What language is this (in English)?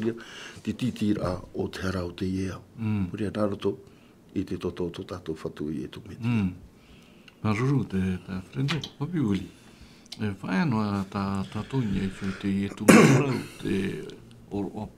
Tahitian